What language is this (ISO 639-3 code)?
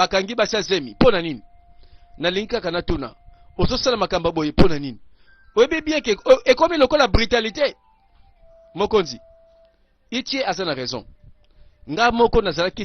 lin